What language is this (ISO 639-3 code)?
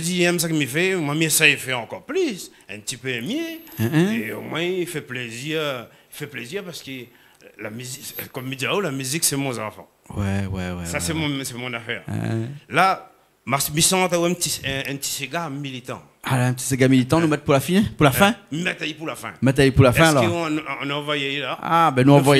rcf